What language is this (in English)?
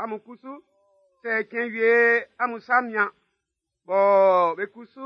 Baoulé